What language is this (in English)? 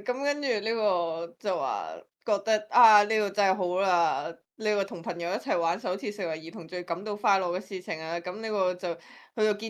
Cantonese